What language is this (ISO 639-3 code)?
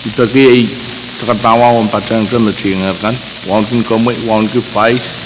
pon